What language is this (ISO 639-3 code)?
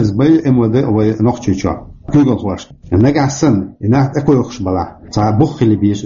che